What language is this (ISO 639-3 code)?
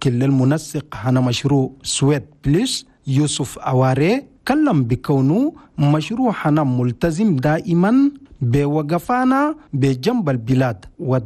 shu